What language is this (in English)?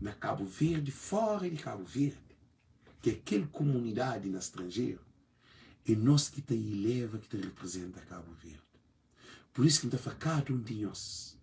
Kabuverdianu